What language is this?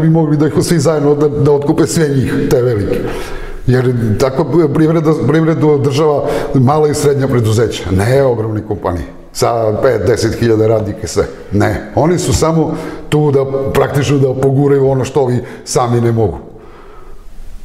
Serbian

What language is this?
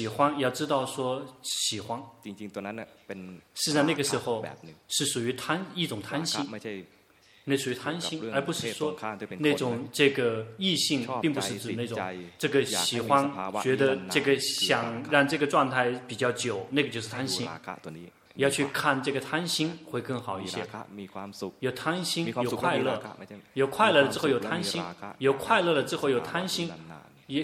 Chinese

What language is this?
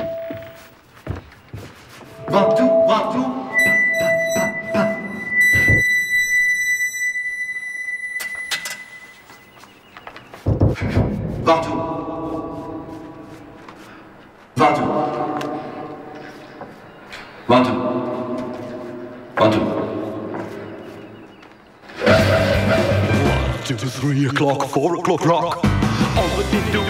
Dutch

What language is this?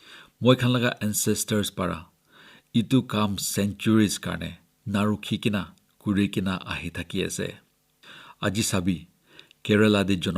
Naga Pidgin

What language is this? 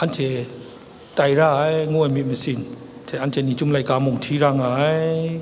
Kachin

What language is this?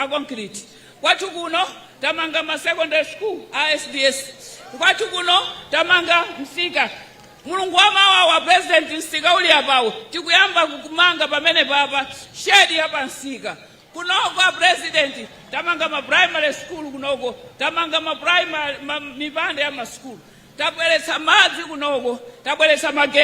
Nyanja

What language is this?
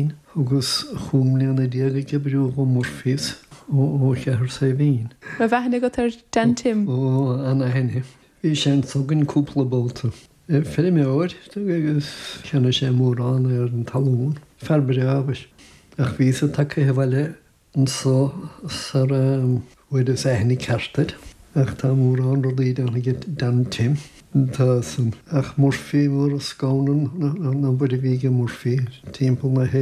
Irish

